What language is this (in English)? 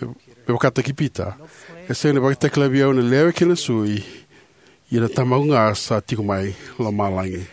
Fijian